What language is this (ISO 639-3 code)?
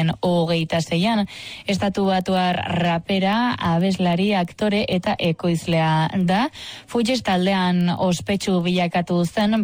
eus